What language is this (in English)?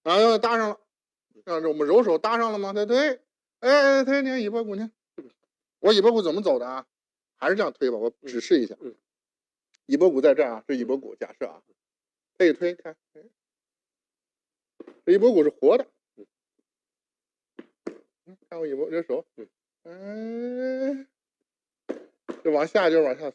Chinese